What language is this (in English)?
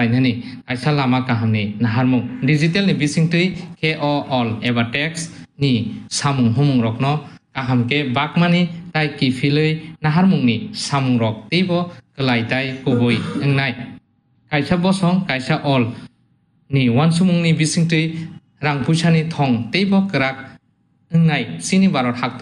Kok Borok